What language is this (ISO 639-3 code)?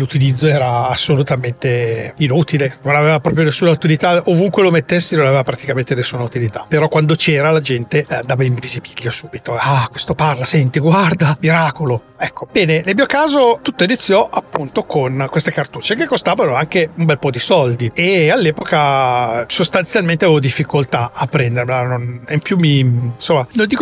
ita